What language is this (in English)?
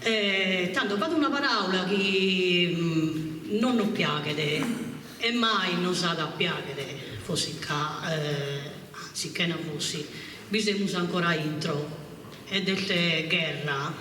Sardinian